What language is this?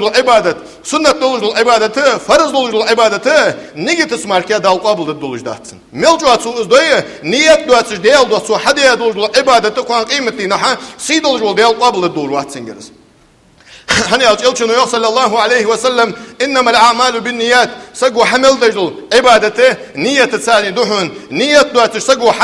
Ingush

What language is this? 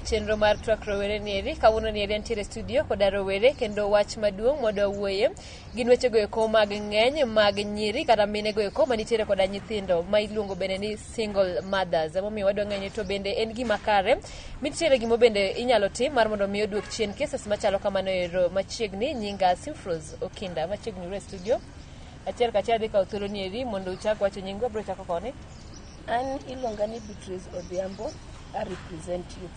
Luo (Kenya and Tanzania)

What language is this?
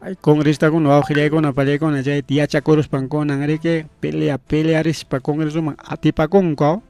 Ayacucho Quechua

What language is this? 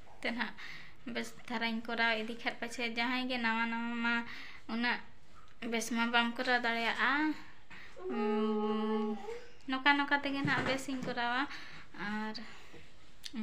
Santali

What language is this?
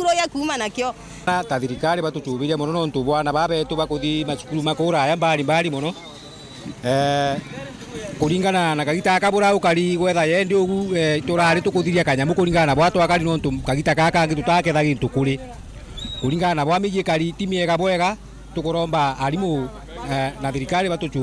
Meru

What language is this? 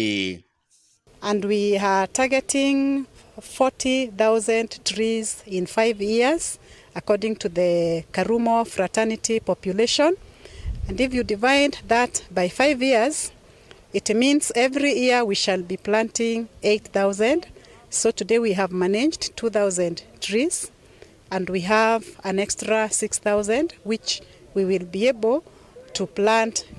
Meru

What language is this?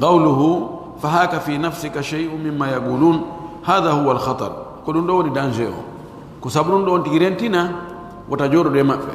Pular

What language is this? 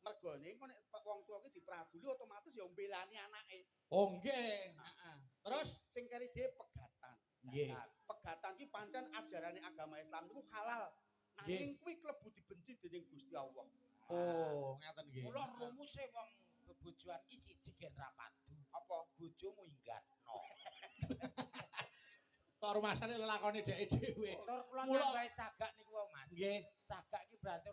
Javanese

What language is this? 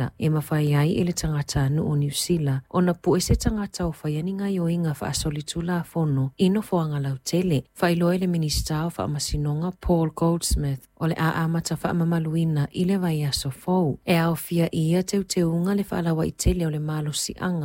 Samoan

